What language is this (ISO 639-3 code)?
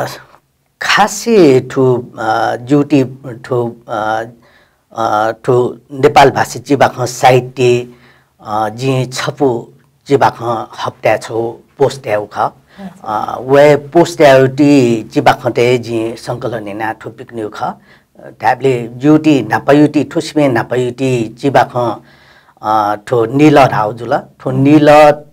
new